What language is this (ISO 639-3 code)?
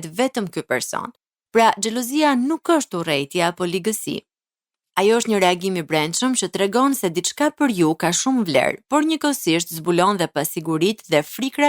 sqi